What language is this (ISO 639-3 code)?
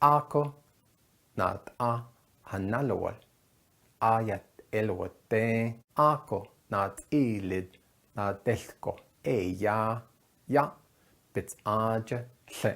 nav